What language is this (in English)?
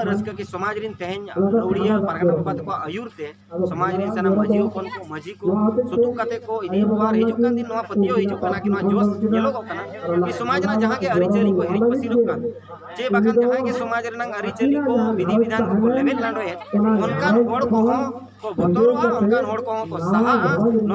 Santali